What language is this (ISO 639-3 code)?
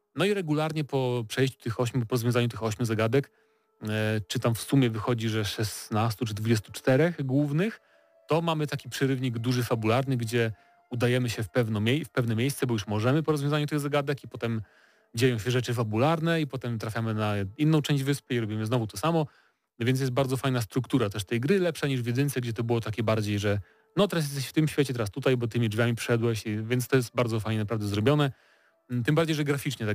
pol